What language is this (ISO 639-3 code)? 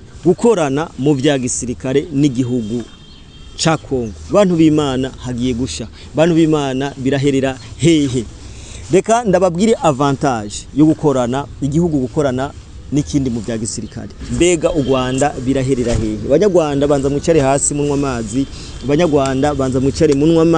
run